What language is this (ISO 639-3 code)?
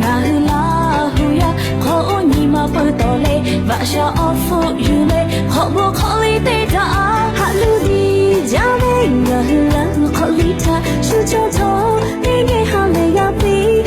lhu